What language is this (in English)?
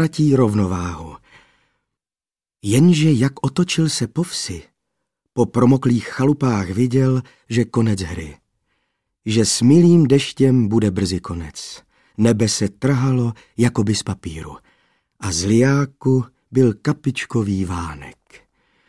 Czech